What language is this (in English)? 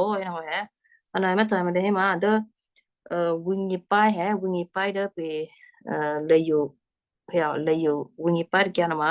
Western Kayah